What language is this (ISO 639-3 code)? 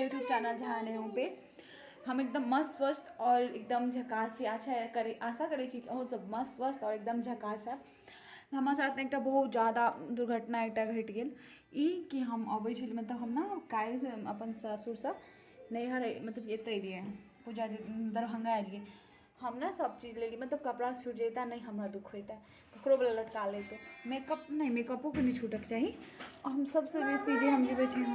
mai